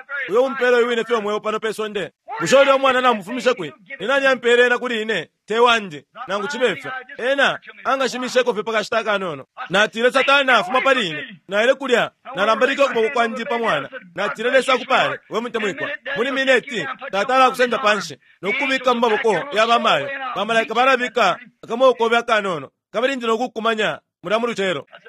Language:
Bemba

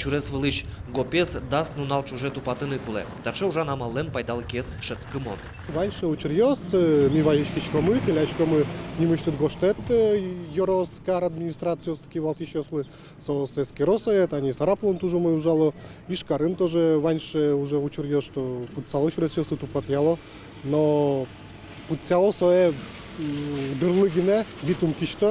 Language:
Udmurt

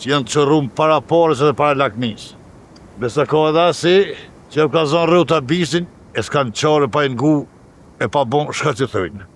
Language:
Albanian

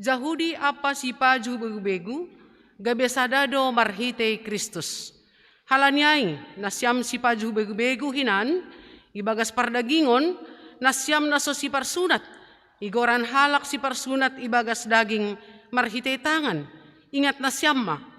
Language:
Batak Simalungun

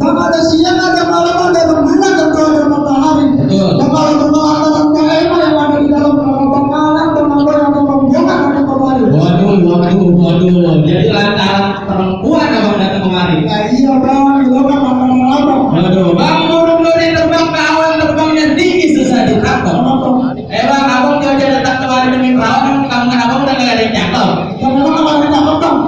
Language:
Betawi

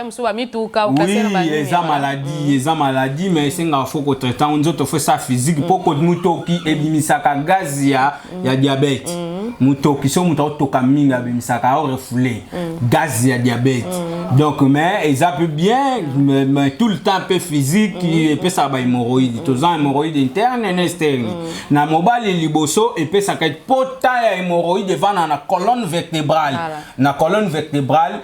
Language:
Lingala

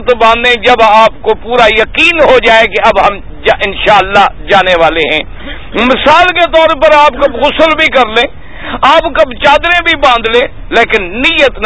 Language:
Urdu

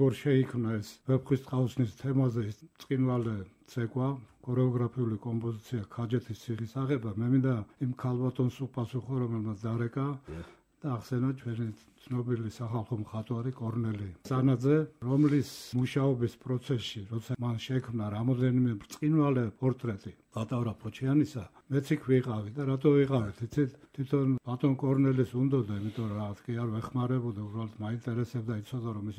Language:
Georgian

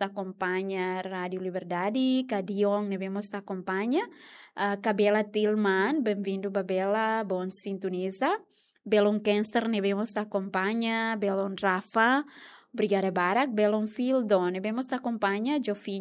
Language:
Tetum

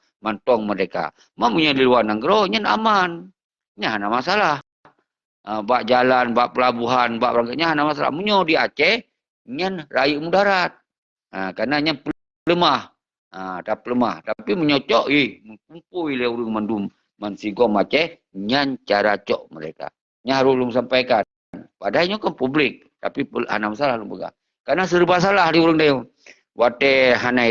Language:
Achinese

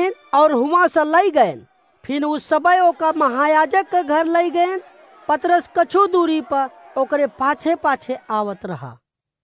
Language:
Awadhi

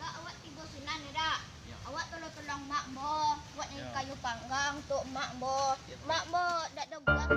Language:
Minangkabau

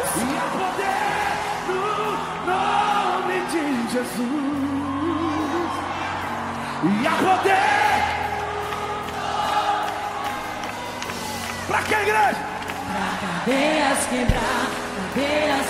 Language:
Portuguese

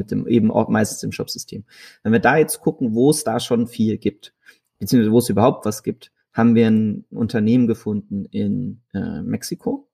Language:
German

